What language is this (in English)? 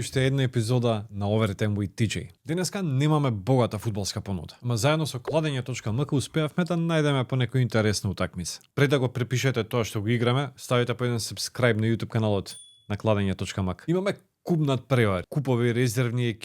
Macedonian